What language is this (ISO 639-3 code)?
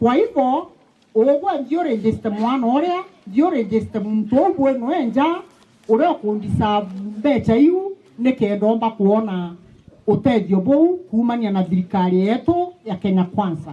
mer